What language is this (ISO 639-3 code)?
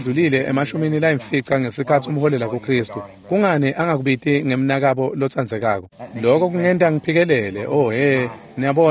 ssw